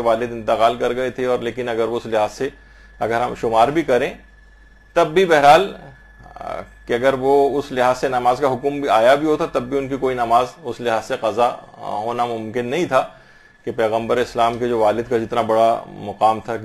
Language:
Urdu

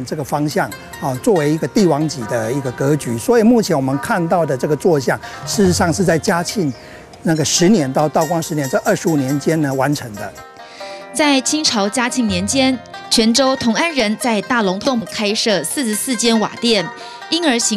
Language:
Chinese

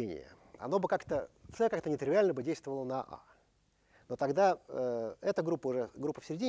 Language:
Russian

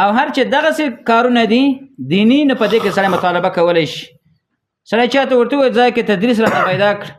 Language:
Pashto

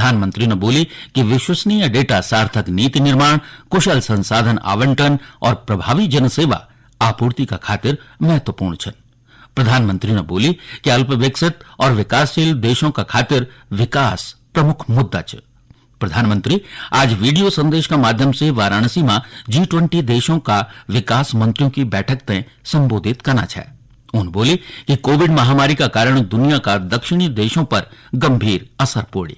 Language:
Garhwali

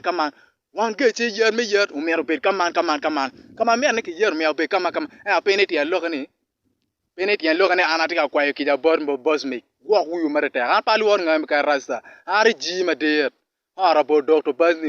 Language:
Acoli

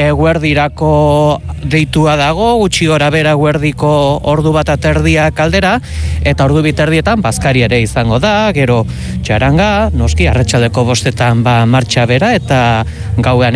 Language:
Basque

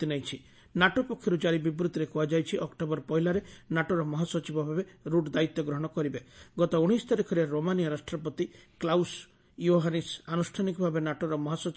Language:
Odia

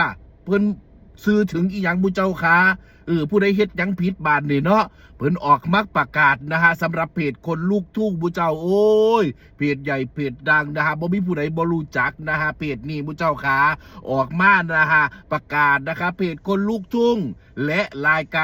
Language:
Northeastern Thai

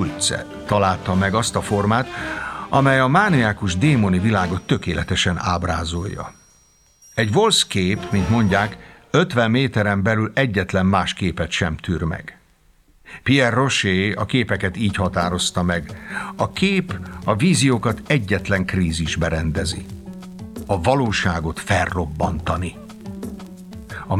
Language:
Hungarian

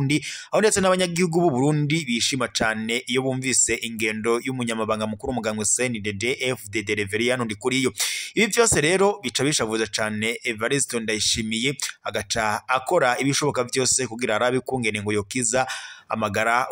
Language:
Rundi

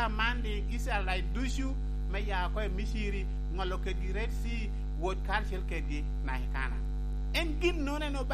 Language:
Lango (Uganda)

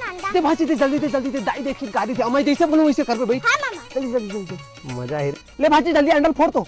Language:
Chhattisgarhi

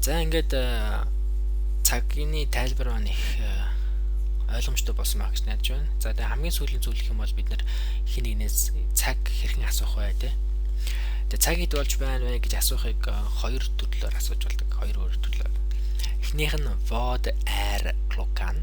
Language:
Mongolian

